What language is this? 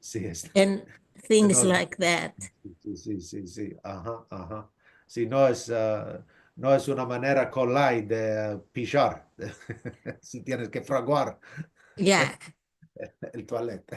Ladino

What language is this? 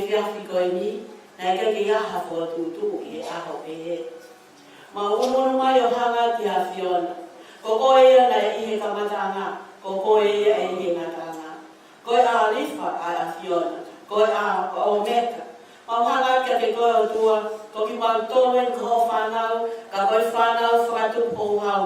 Tongan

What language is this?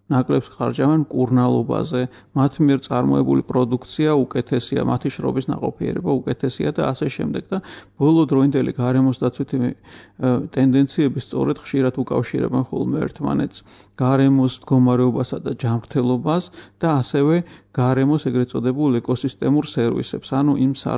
Georgian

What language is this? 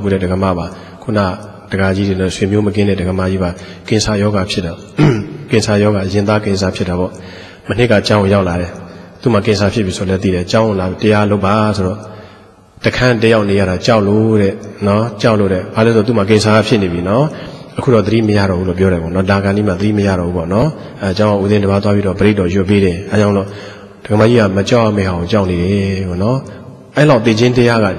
Burmese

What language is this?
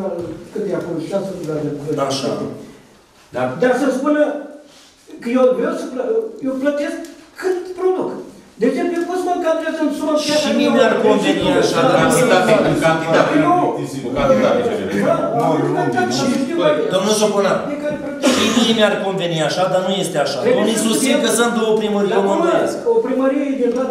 Romanian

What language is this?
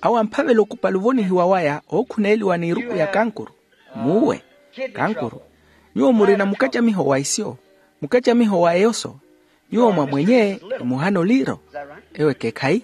Makhuwa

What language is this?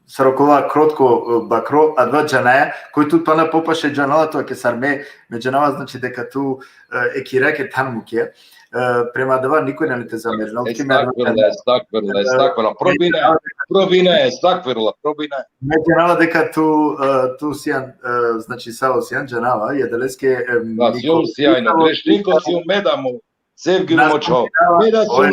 Balkan Romani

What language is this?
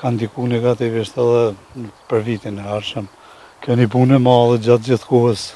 Albanian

